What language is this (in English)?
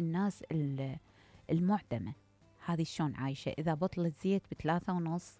Mesopotamian Arabic